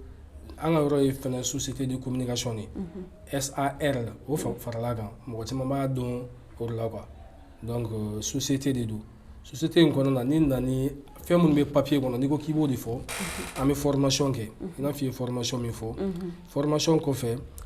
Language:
Bambara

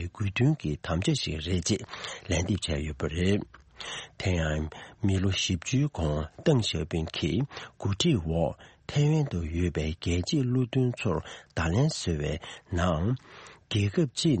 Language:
Tibetan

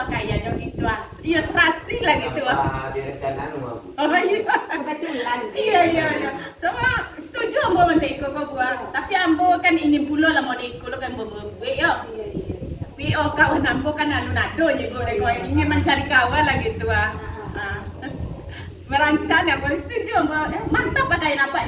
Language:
Minangkabau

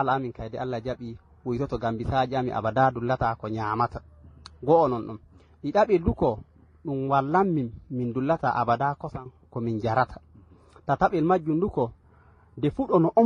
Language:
Fula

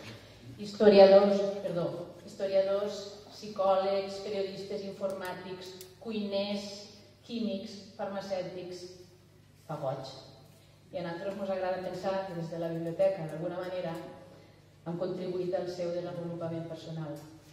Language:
Catalan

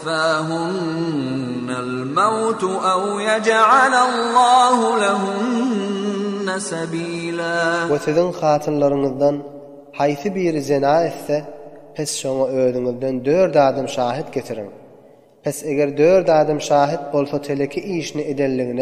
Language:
Turkmen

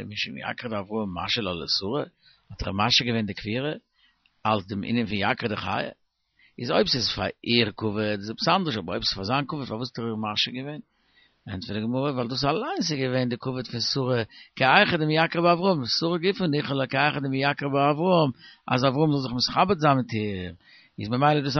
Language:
Yiddish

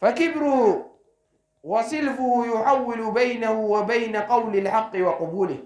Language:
Oromo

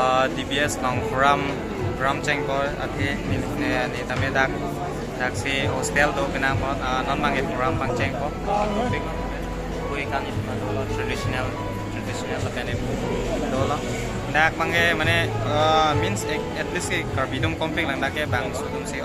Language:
Karbi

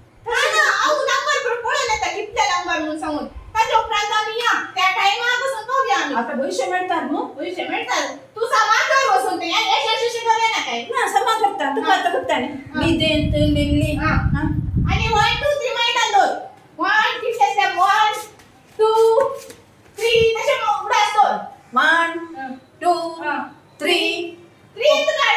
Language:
Konkani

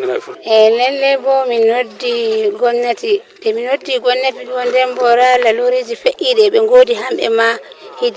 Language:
Fula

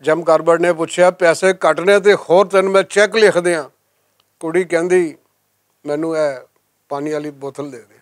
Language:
Western Panjabi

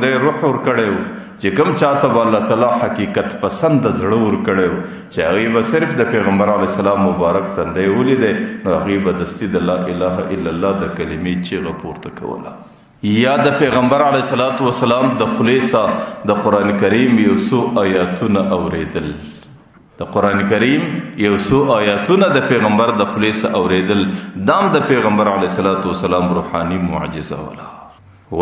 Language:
Pashto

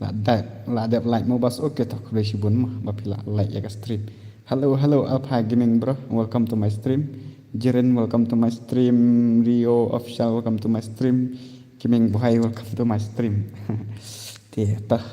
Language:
Khasi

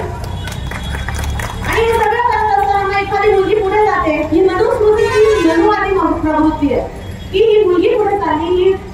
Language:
Marathi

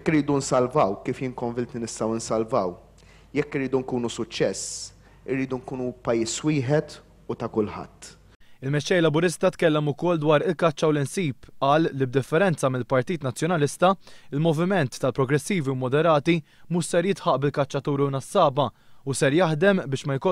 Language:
Maltese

